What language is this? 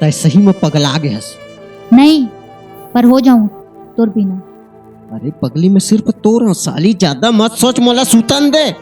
Chhattisgarhi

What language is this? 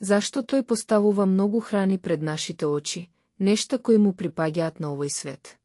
Macedonian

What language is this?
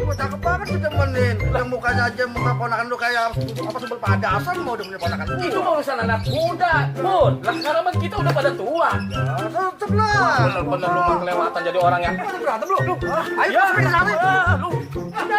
Betawi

